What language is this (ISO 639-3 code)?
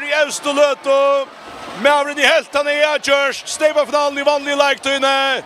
fao